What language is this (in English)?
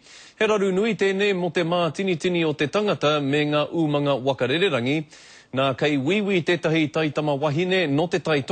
Māori